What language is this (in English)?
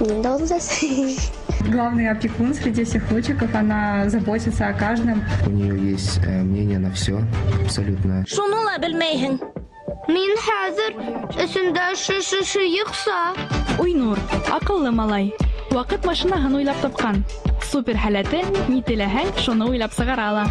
Bashkir